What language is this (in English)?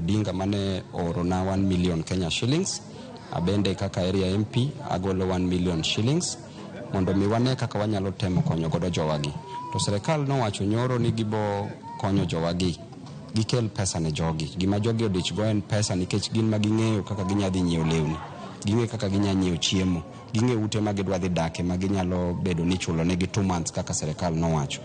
Luo (Kenya and Tanzania)